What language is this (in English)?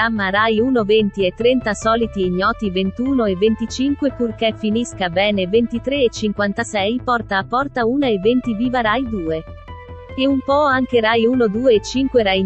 Italian